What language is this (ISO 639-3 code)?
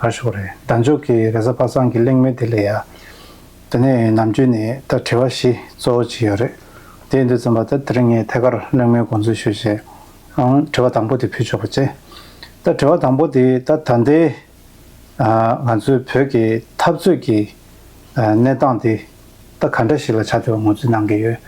bod